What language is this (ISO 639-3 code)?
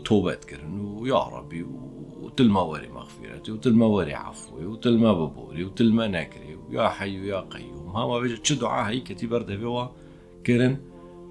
kur